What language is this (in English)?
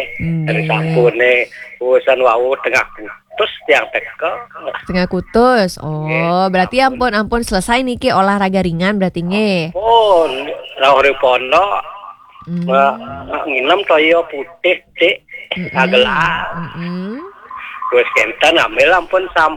Balinese